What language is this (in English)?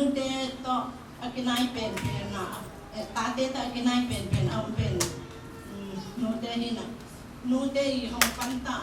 Tedim Chin